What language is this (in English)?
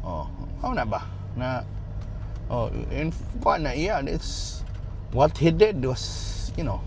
Cebuano